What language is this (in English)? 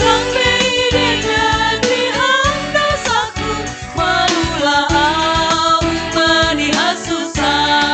Batak Simalungun